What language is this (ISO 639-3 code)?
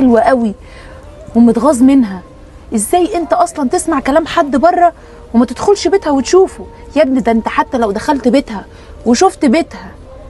arz